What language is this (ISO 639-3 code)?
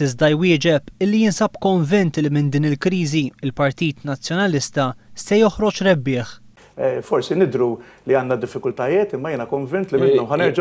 mlt